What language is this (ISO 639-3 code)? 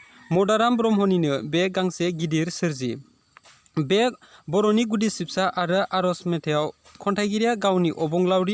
brx